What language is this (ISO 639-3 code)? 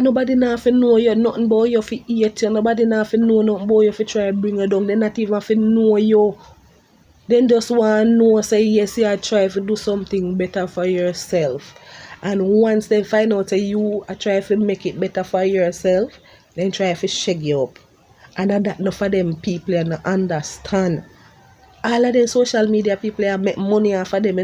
jam